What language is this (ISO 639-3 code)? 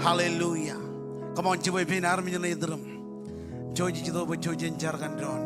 mah